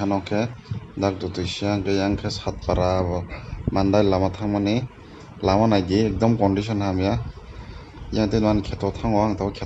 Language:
Kok Borok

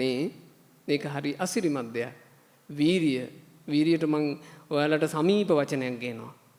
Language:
Sinhala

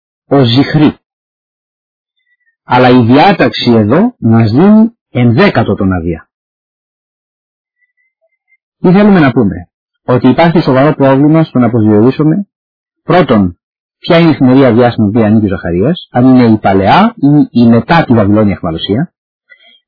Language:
Greek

